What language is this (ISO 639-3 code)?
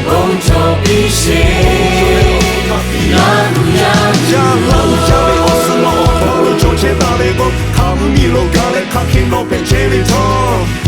lhu